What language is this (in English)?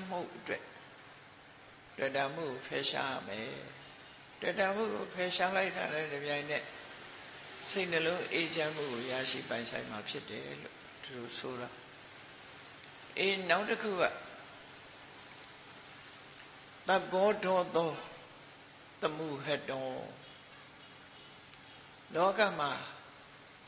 Burmese